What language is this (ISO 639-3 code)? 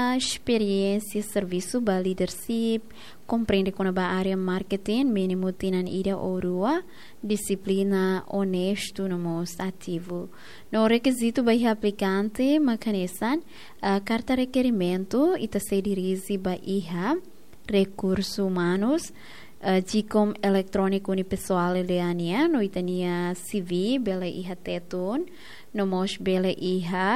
tet